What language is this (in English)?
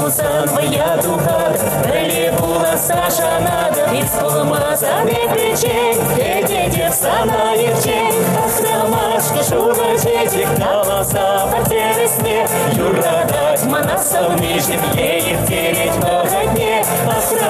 Chuvash